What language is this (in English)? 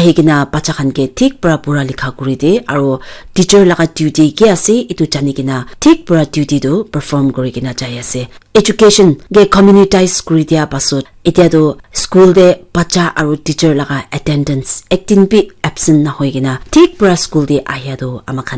Naga Pidgin